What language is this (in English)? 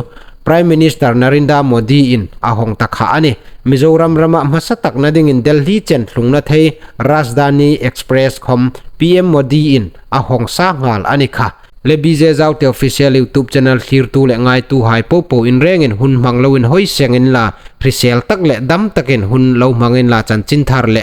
Hmar